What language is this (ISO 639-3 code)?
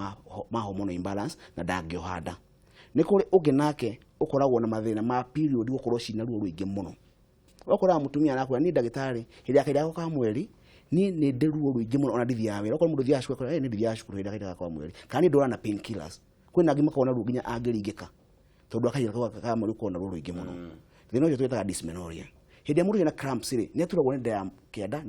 kik